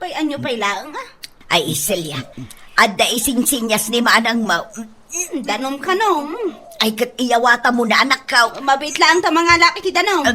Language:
Iloko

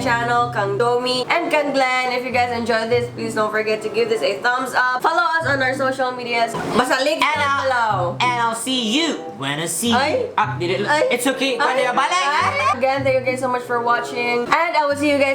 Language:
Cebuano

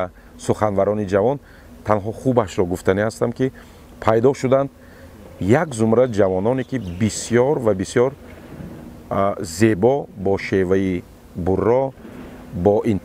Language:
Tajik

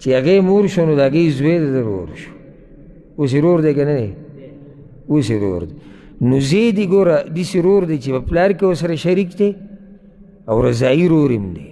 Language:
Pashto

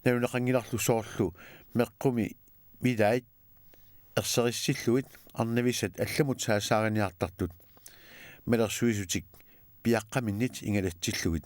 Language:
Kalaallisut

